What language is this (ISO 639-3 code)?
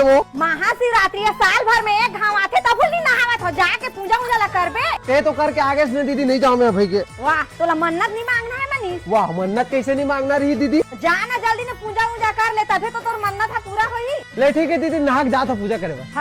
hne